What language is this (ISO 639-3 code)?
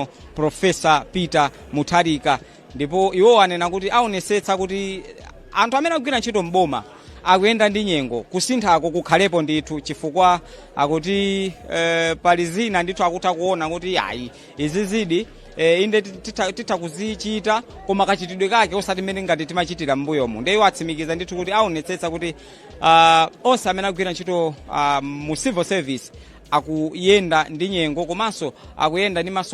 nya